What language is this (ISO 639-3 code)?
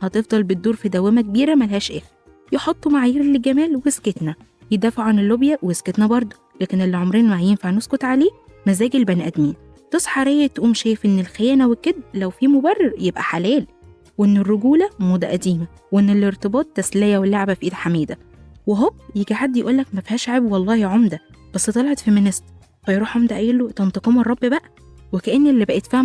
arz